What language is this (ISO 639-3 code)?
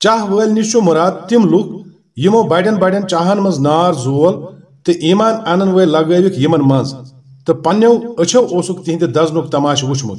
kas